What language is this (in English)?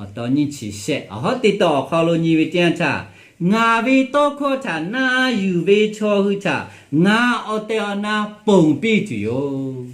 Lahu